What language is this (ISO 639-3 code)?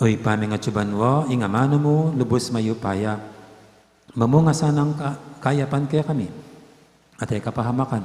pam